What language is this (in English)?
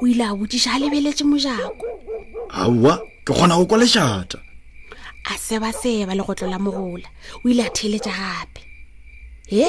Northern Sotho